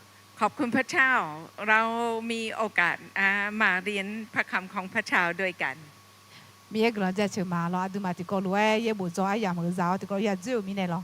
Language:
Akha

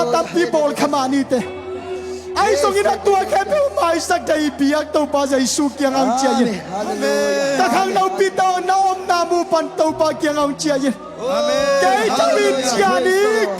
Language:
Tedim Chin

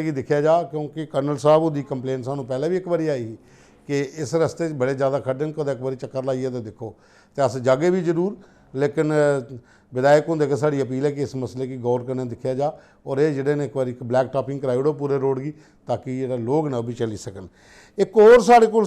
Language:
Dogri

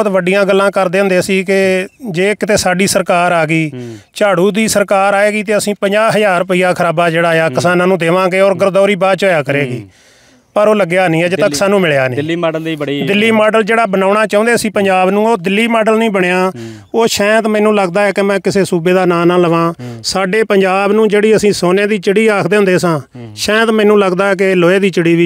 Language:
Punjabi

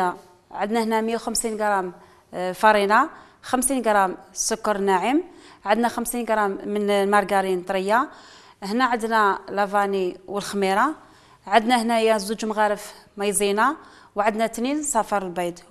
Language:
Algerian Arabic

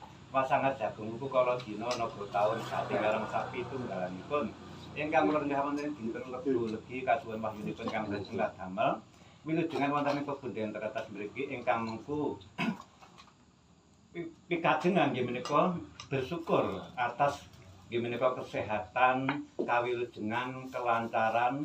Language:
Javanese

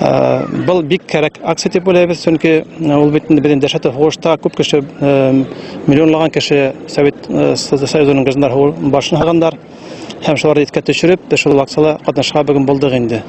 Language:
Bashkir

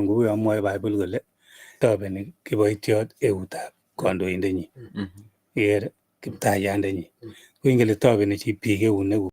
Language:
Kalenjin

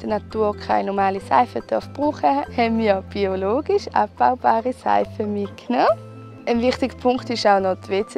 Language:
Swiss German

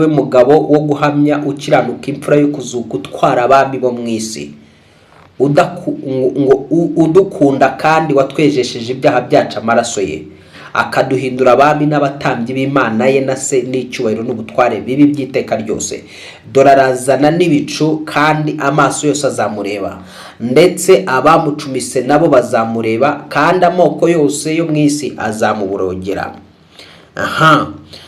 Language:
Kinyarwanda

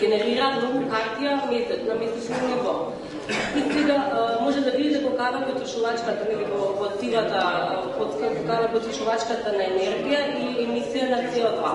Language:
Macedonian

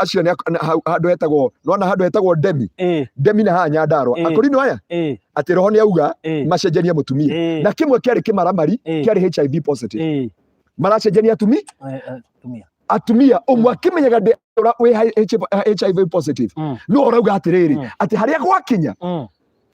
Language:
Kikuyu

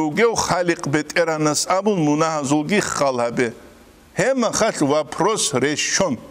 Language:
Avaric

